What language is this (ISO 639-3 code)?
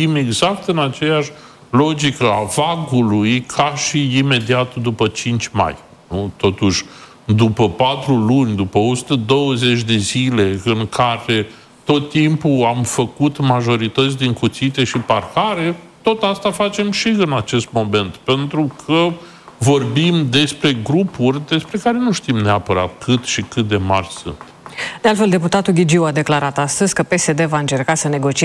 ron